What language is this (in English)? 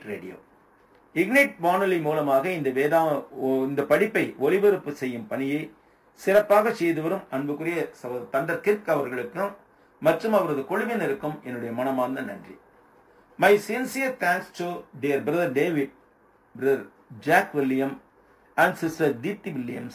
Tamil